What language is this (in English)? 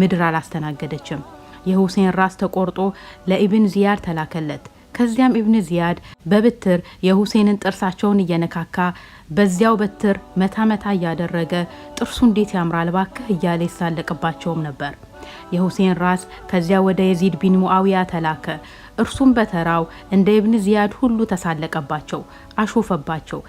Amharic